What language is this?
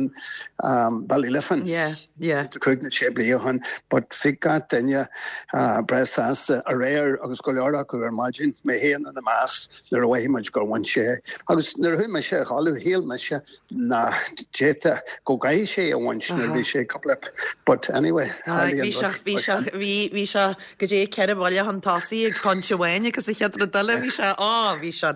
Irish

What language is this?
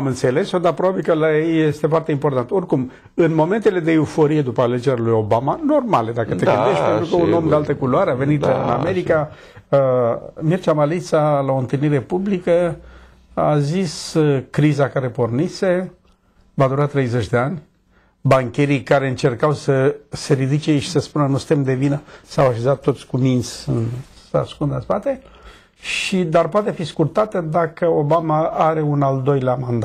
Romanian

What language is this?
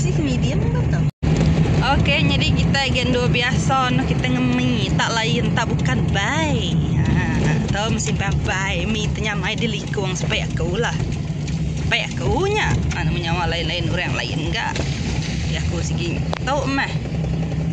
Iban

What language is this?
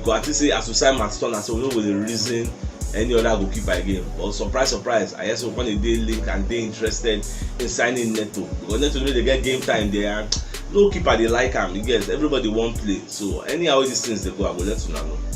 Nigerian Pidgin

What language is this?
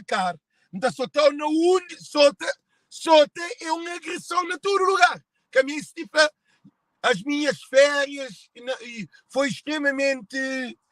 Kabuverdianu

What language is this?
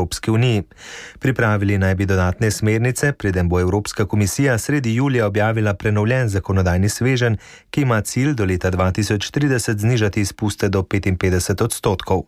Slovenian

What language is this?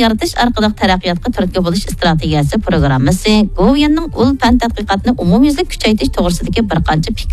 Uyghur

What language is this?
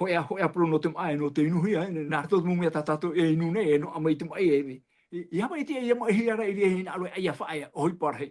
Tahitian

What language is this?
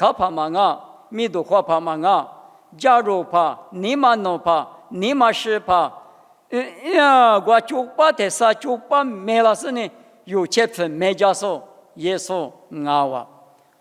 Lisu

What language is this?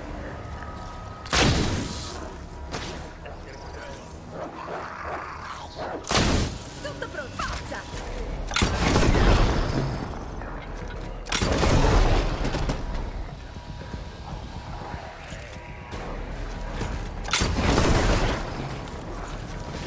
Italian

